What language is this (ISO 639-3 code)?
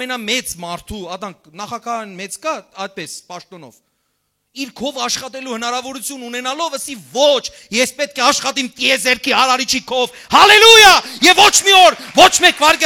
hyw